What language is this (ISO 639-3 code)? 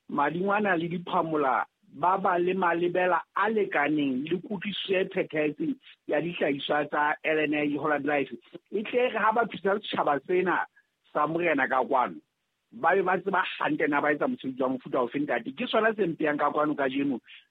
sot